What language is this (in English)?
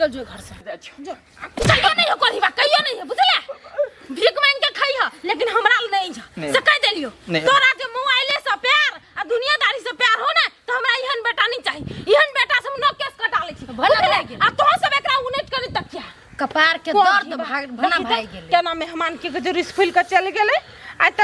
Maithili